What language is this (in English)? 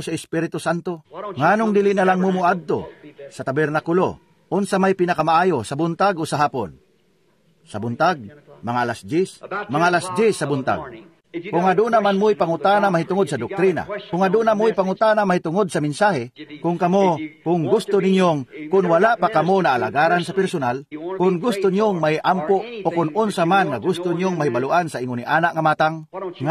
Cebuano